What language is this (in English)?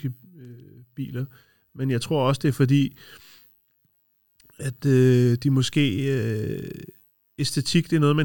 Danish